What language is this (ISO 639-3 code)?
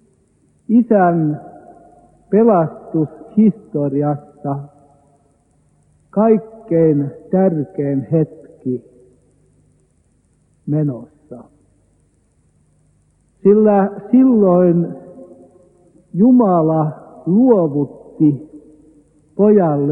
fin